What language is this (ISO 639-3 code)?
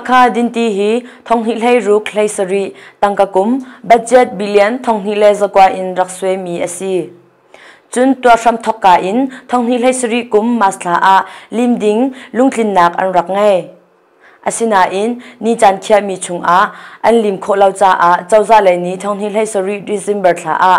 cnh